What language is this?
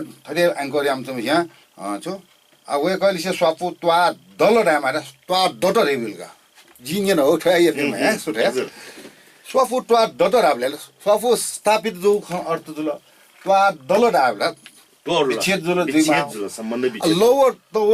Newari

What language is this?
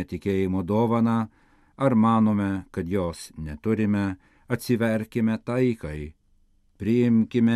Lithuanian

